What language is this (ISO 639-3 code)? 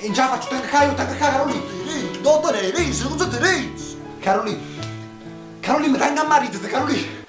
nap